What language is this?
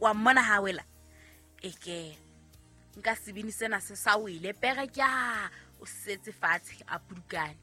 Southern Sotho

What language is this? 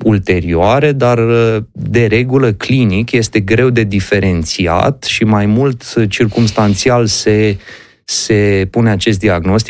Romanian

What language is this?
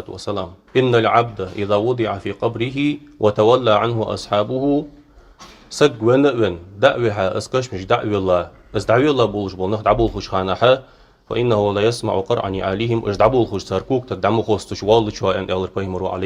Ingush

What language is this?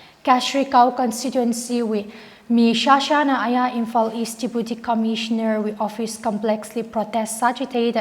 Tangkhul Naga (India)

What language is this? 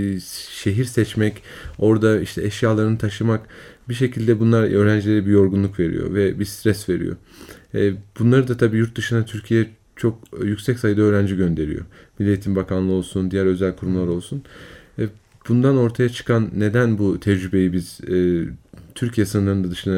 Turkish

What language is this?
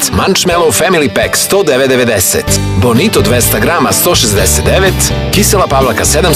Serbian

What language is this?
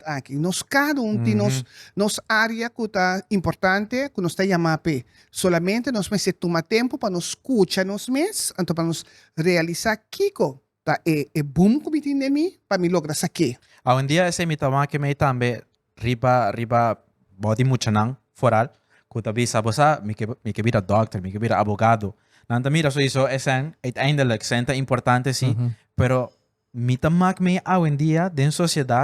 Papiamento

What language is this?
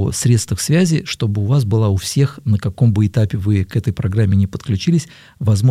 Russian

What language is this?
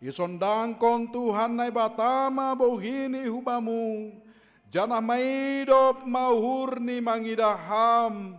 Batak Simalungun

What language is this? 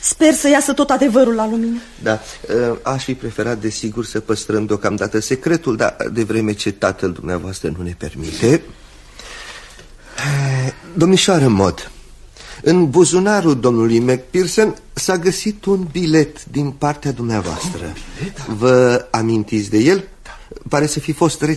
Romanian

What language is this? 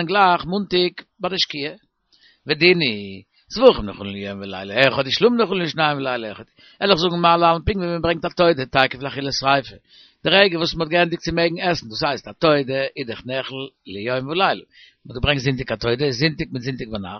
Yiddish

